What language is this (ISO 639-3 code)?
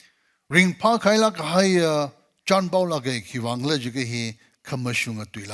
nmf